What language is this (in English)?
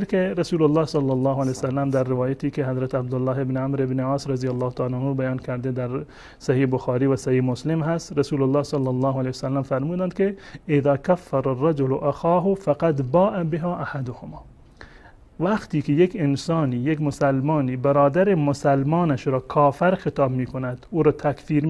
Persian